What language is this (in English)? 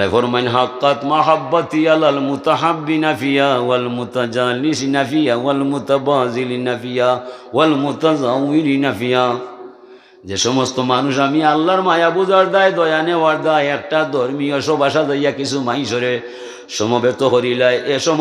Sylheti